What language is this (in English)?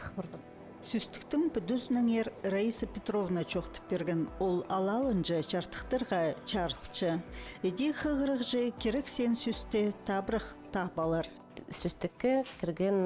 Khakas